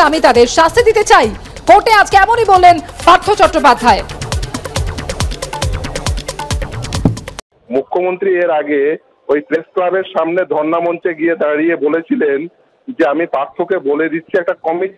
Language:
Bangla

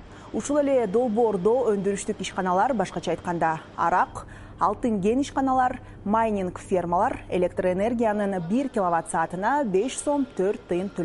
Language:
Kyrgyz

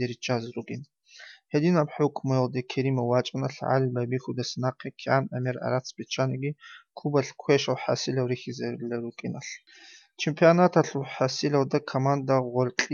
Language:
Avaric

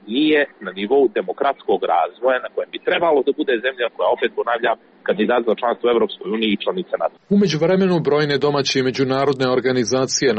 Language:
Serbian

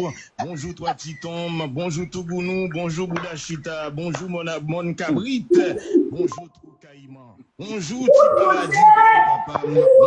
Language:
Haitian Creole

